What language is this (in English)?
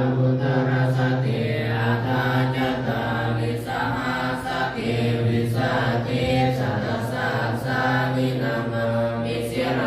Pali